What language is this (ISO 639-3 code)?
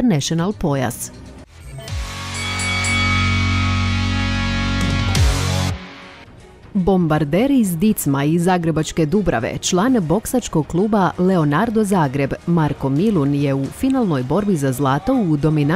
hrv